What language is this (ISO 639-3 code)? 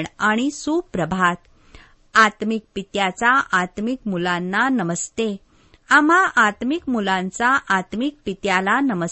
mar